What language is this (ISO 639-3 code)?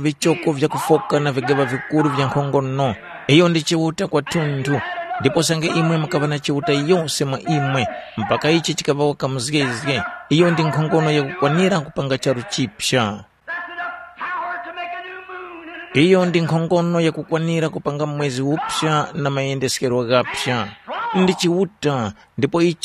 tum